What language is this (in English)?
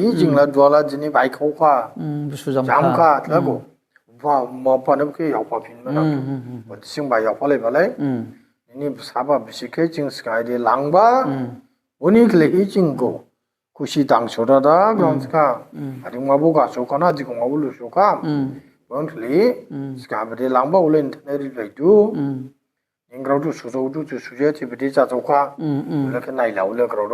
Dimasa